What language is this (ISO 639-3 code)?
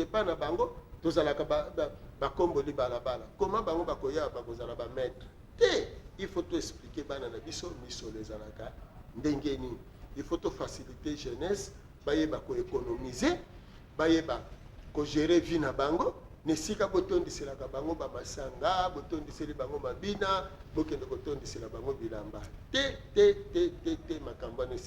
lin